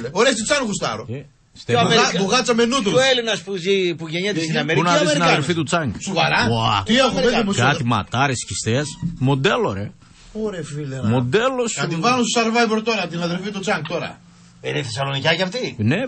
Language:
Greek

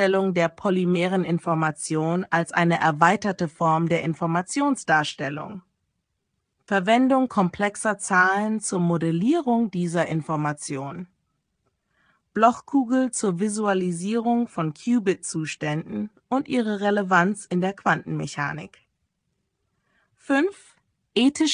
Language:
German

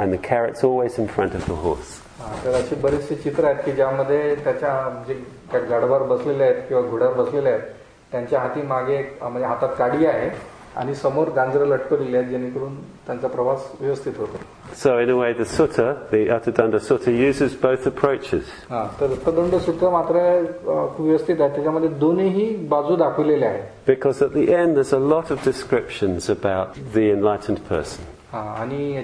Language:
Marathi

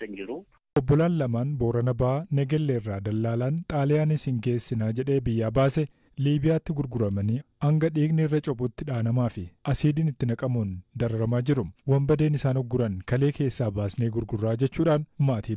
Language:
Oromo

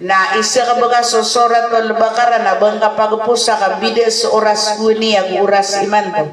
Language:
Maranao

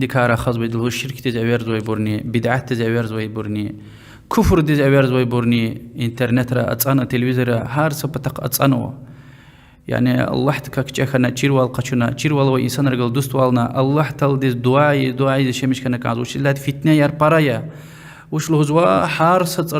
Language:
Lezghian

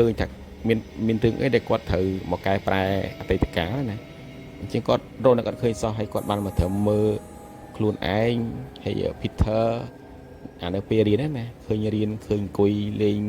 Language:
Khmer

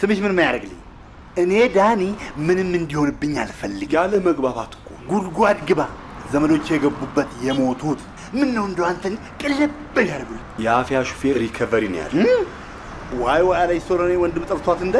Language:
Amharic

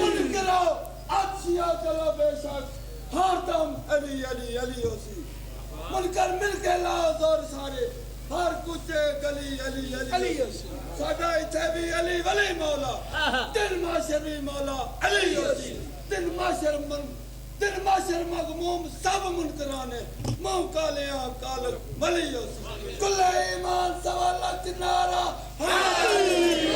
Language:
Pahari-Potwari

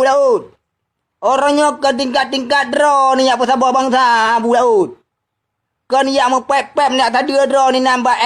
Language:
Achinese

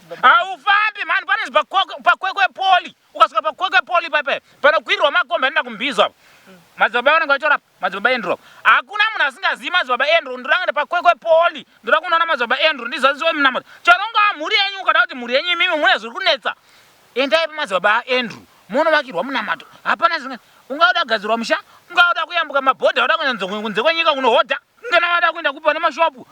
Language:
Shona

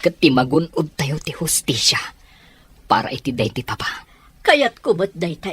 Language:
Iloko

